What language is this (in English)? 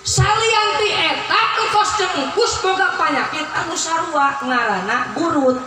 Sundanese